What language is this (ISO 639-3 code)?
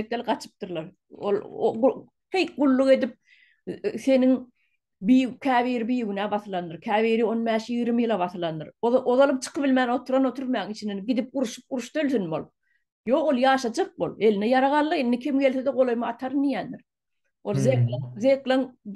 tuk